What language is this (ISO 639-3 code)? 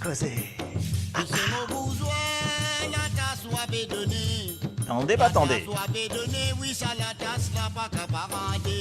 mfe